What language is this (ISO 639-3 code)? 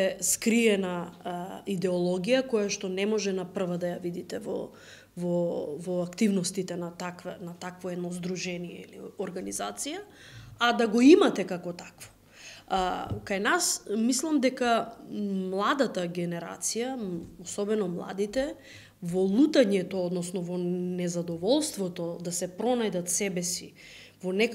mkd